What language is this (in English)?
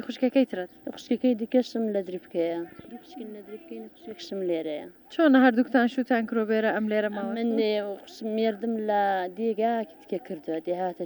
Central Kurdish